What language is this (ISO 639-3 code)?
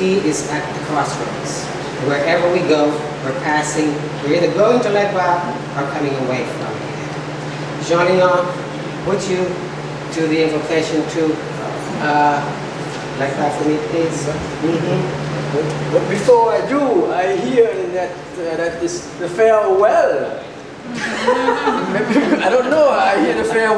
eng